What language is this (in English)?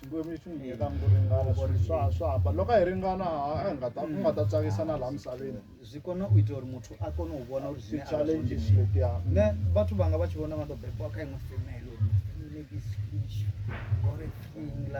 Venda